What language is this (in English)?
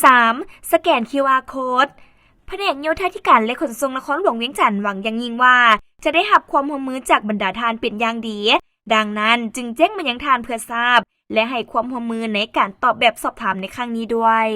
Lao